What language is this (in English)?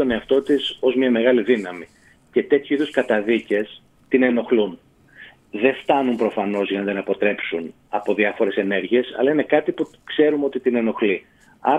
Greek